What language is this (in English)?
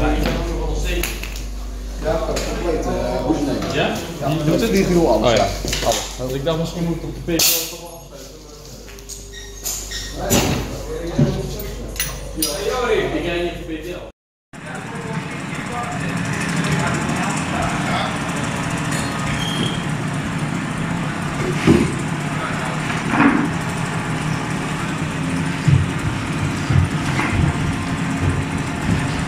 Dutch